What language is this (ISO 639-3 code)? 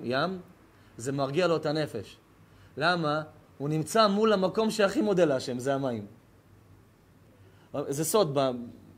heb